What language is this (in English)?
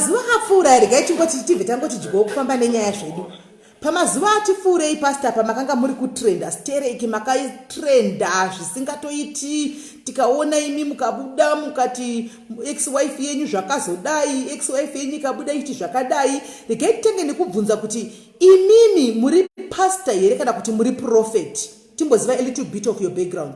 Shona